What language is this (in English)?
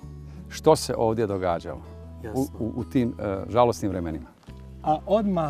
Bosnian